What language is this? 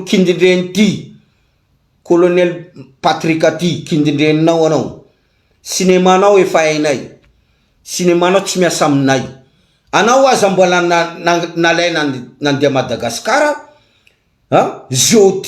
Malagasy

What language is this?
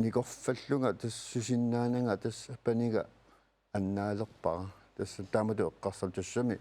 Kalaallisut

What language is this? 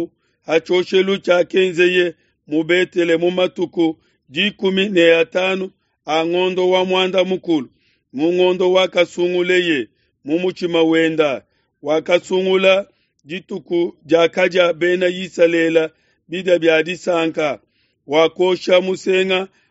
Luba-Lulua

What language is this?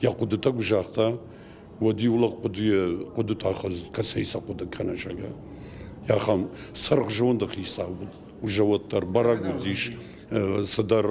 Ossetic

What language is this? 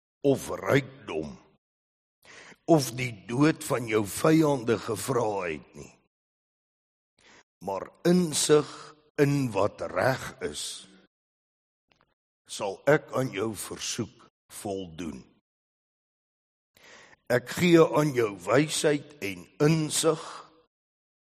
Afrikaans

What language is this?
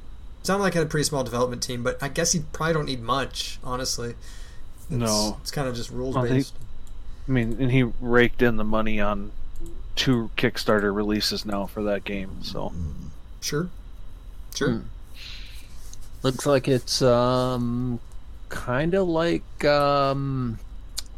English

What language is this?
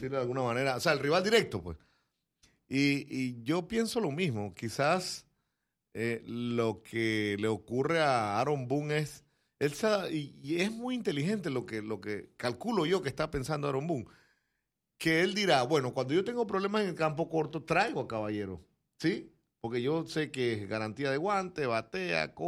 Spanish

